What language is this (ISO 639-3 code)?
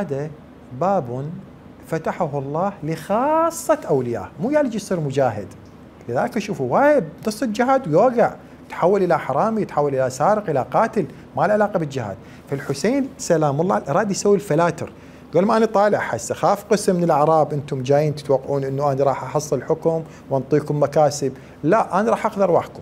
acm